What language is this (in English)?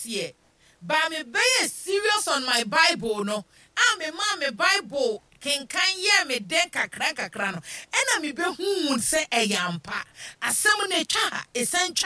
Akan